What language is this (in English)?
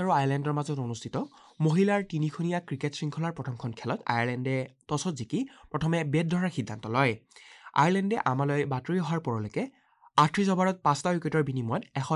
Assamese